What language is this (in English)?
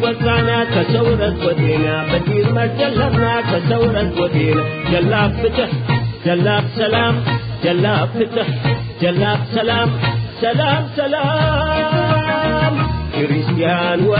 Tigre